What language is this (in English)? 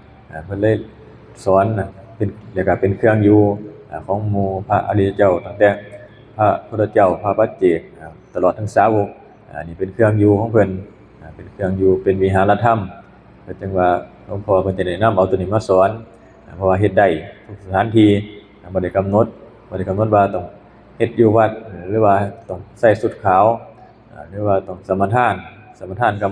Lao